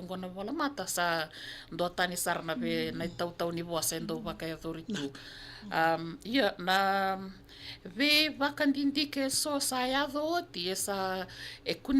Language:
Fijian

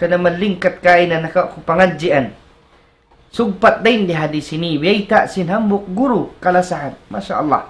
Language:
Tausug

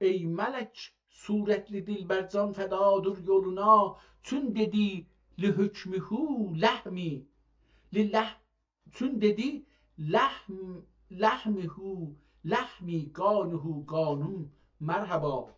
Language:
South Azerbaijani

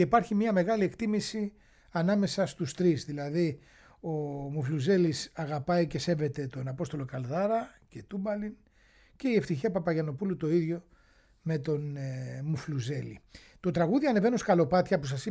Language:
Greek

